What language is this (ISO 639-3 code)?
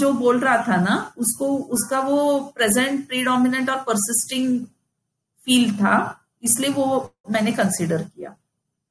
hin